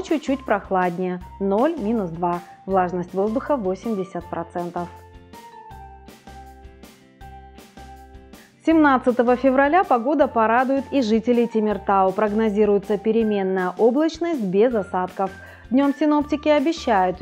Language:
Russian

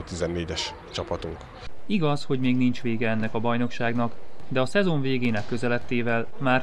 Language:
Hungarian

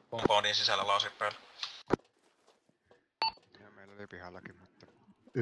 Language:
Finnish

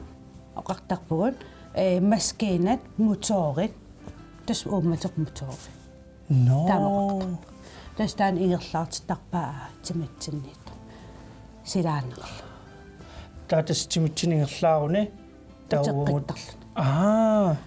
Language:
Kalaallisut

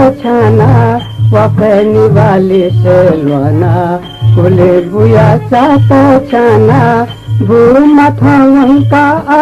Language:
Newari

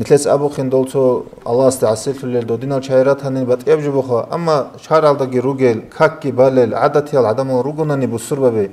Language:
Avaric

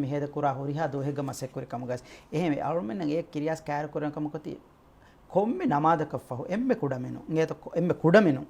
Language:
Divehi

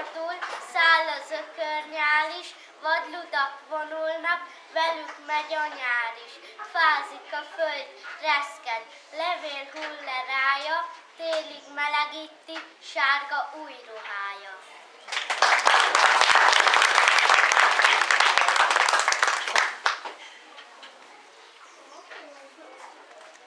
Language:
Hungarian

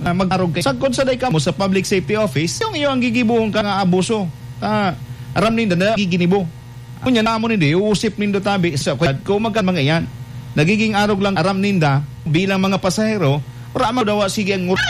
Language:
Bikol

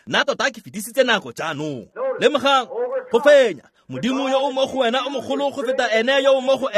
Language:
Tswana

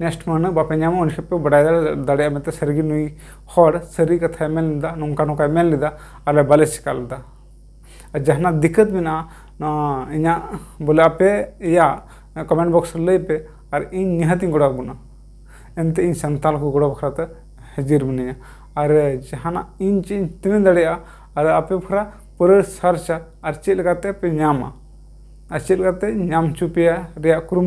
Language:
Santali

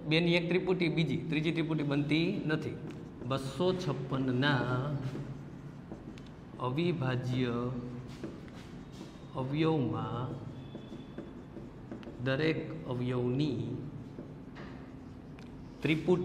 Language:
Gujarati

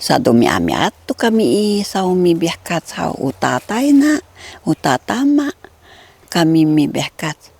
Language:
Sakizaya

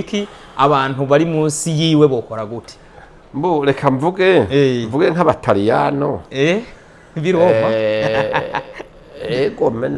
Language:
Rundi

